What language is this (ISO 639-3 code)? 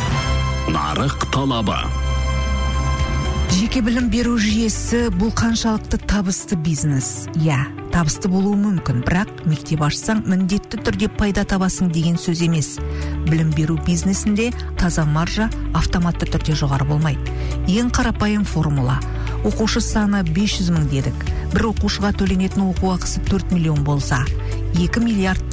kaz